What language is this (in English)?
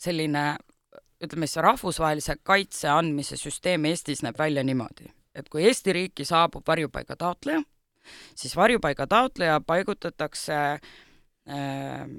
Estonian